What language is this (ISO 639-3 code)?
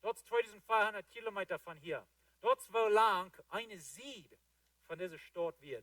pdt